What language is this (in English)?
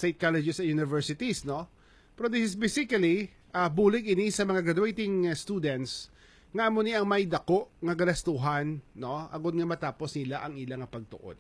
Hiligaynon